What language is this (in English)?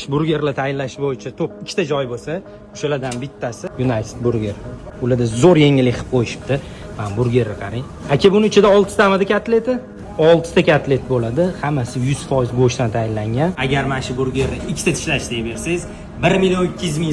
Uzbek